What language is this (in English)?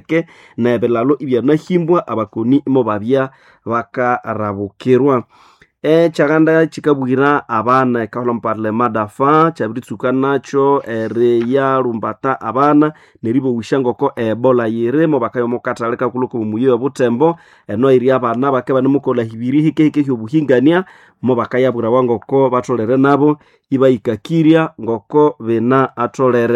Nande